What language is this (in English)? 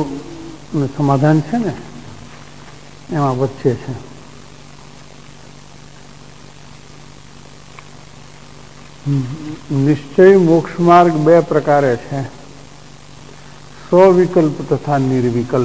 Gujarati